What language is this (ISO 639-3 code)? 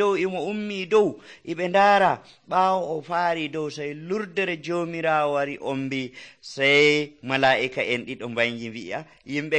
fuv